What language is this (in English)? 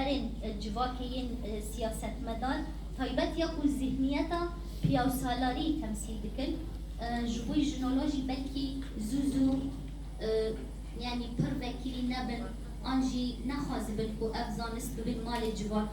Kurdish